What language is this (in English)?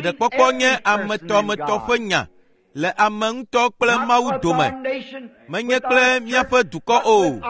Ewe